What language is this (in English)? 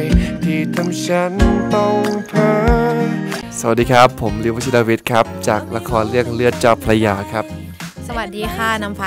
Thai